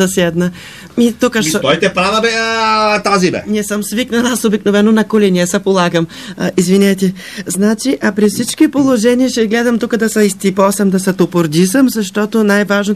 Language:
Bulgarian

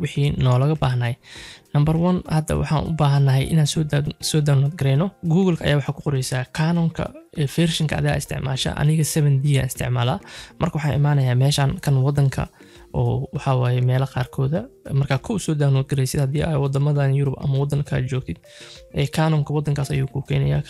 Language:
Somali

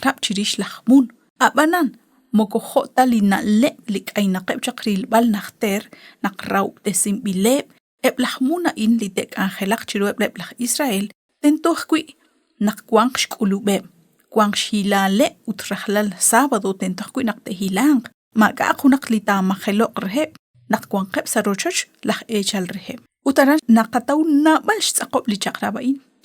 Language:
Kekchí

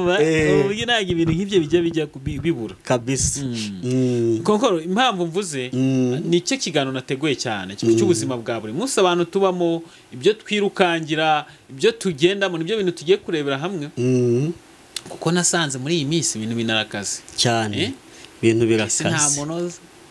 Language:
Kinyarwanda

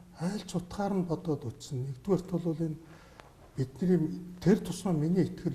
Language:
Mongolian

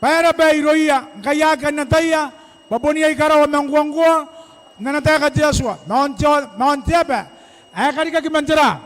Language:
Gilbertese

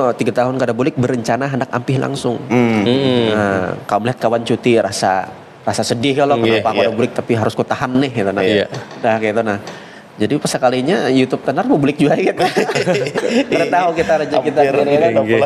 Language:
Banjar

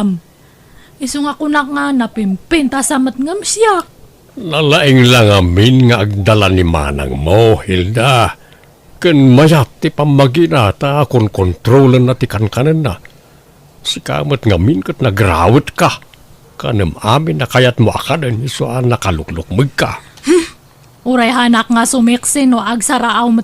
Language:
Iloko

